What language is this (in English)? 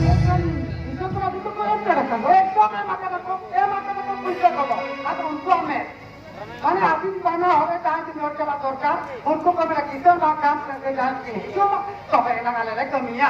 Santali